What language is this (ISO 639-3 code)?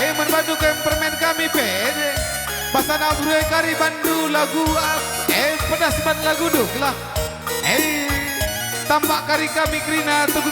btx